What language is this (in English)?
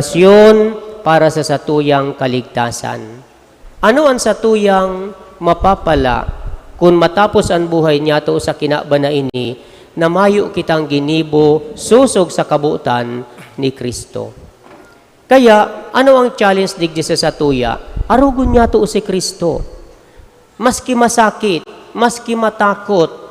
Bikol